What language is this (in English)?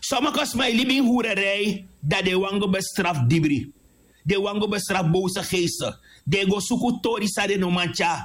Sranan Tongo